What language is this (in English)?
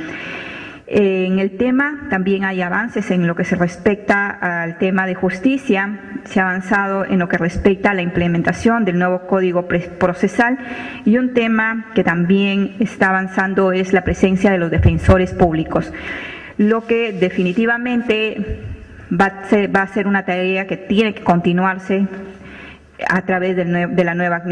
Spanish